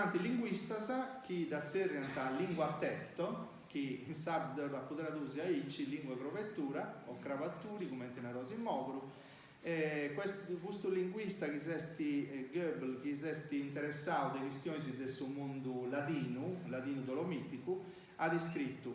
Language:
Sardinian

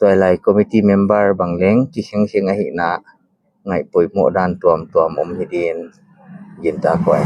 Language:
Paite Chin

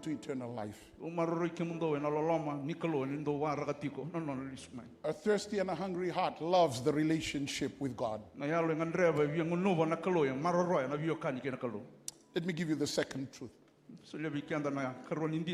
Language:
Fijian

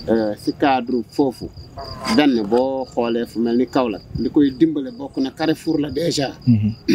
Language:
Wolof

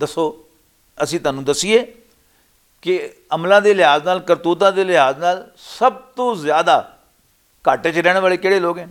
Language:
Western Panjabi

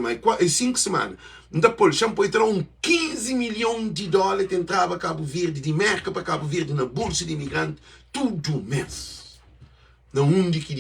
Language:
Kabuverdianu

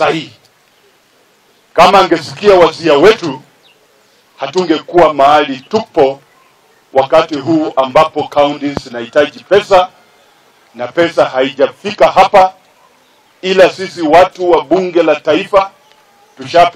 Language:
Swahili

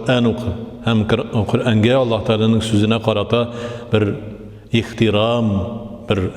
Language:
Tatar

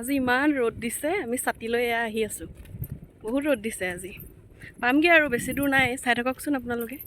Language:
Assamese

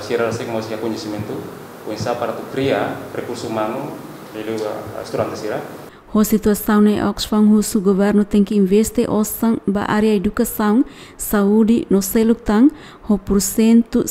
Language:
Tetum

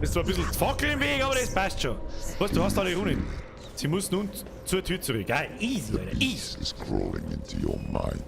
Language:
Bavarian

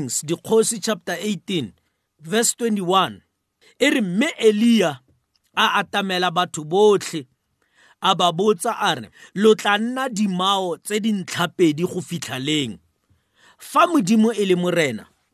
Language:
Tswana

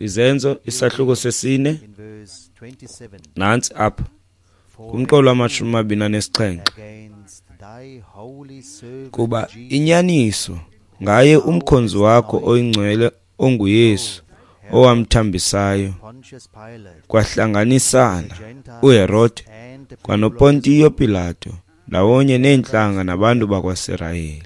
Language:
Xhosa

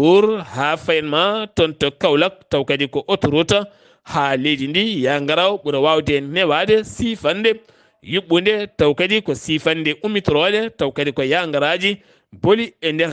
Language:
Fula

